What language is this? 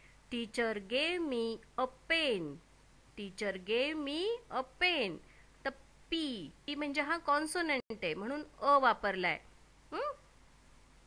Marathi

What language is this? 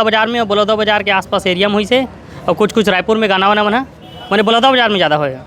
Chhattisgarhi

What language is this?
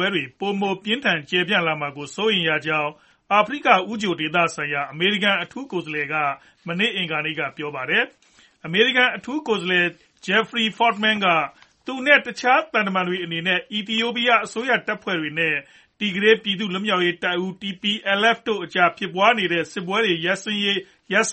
Burmese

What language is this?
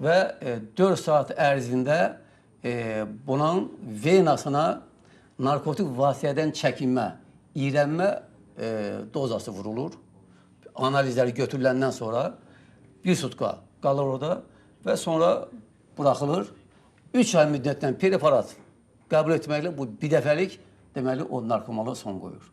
Azerbaijani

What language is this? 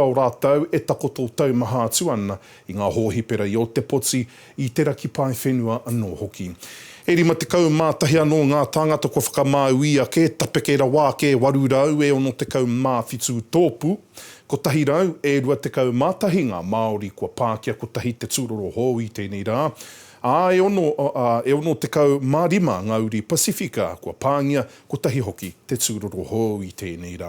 Māori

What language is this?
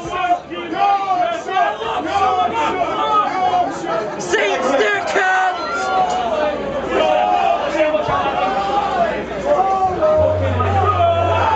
English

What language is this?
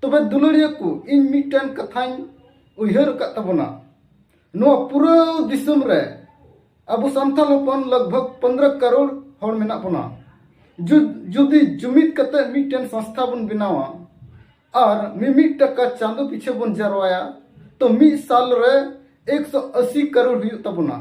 Santali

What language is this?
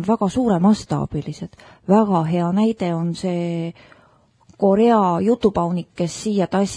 Estonian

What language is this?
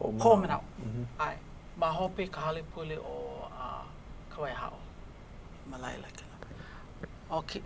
Hawaiian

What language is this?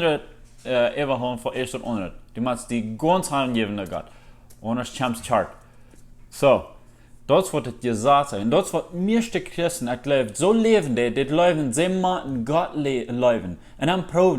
Plautdietsch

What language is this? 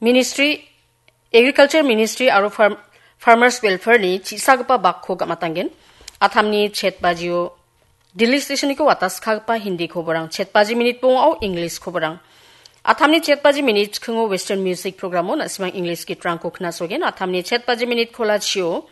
Garo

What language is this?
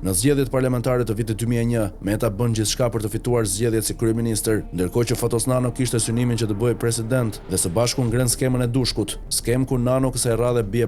Albanian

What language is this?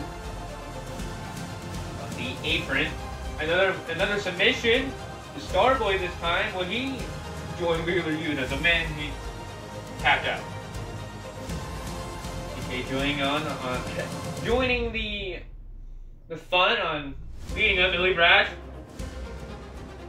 English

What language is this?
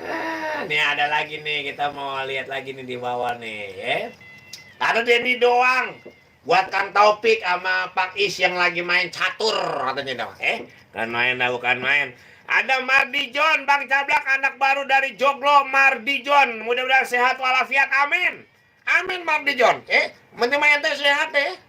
Betawi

